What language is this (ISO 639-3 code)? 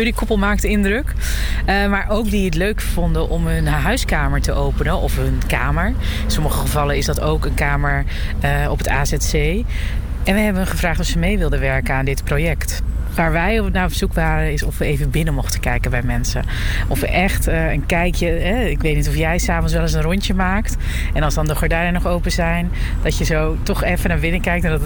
nld